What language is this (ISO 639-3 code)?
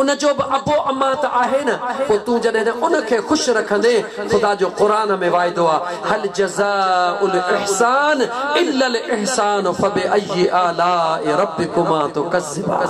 snd